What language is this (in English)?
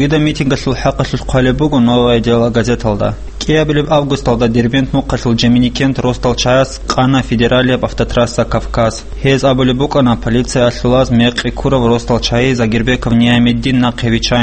Avaric